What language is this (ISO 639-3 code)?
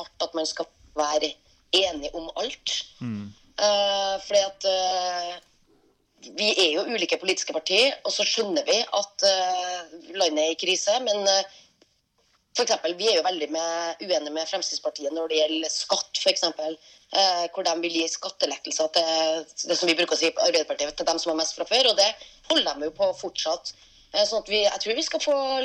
nor